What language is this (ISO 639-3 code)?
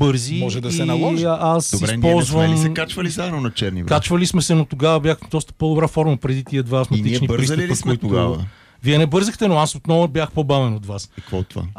bul